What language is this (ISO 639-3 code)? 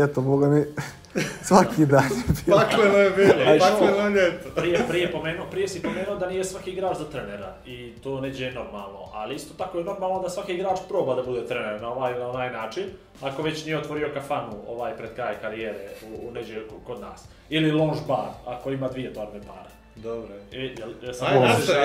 bos